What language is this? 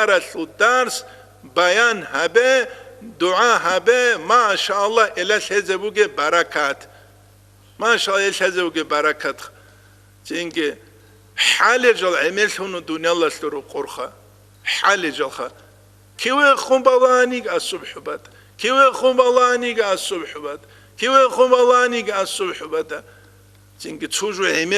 Avaric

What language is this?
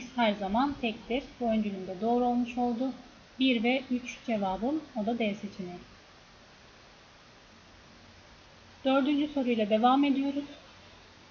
Turkish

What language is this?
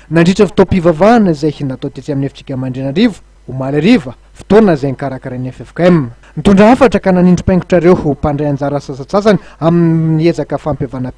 Malagasy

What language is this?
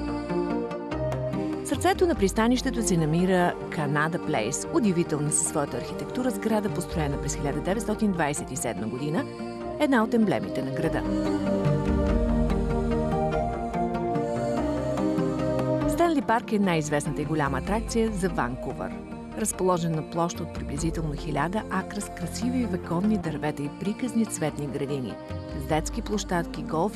Bulgarian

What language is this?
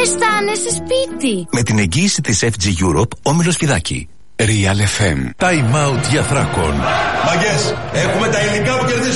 Greek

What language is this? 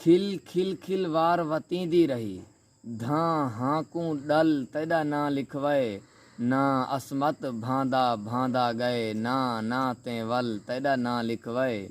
Saraiki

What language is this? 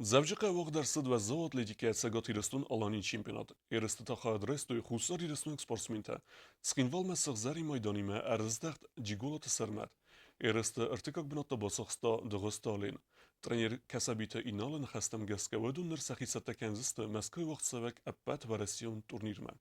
Ossetic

